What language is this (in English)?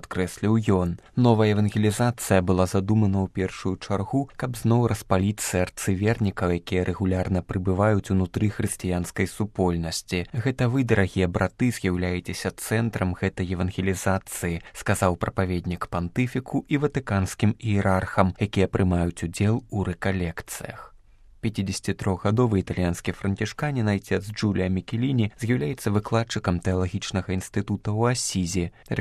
Belarusian